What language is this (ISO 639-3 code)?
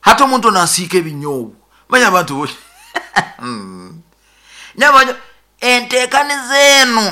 nyo